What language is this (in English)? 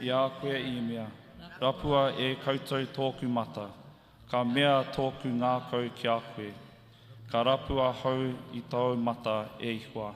Māori